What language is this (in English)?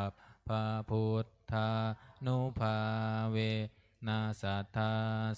Pali